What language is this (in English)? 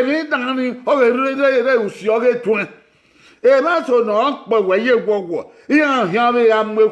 Bini